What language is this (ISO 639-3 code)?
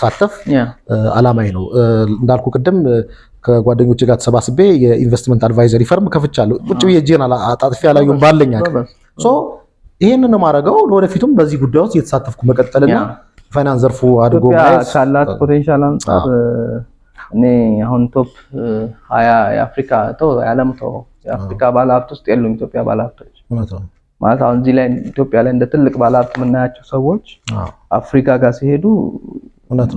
amh